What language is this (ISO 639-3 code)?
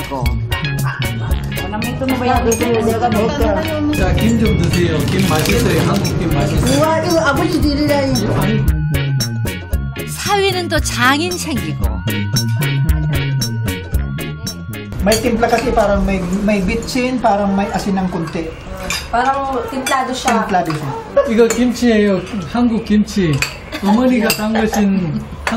kor